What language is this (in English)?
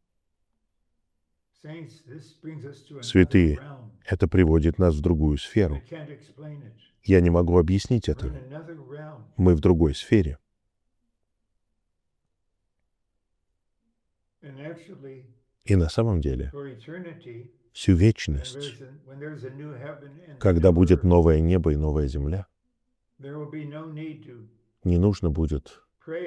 Russian